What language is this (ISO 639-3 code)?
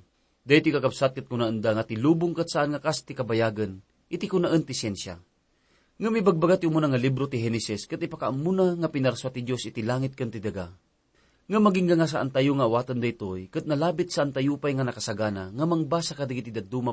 ilo